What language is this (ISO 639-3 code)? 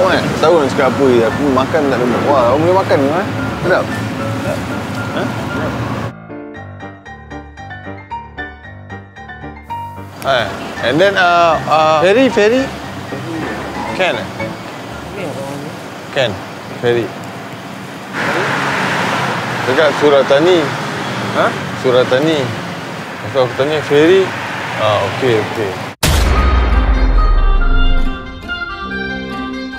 msa